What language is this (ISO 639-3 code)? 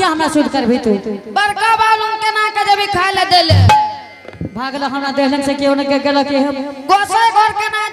anp